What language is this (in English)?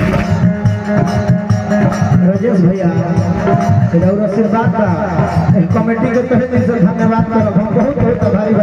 Bhojpuri